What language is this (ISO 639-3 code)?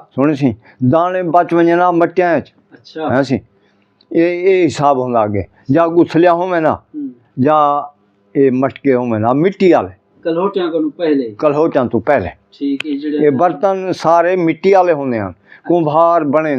skr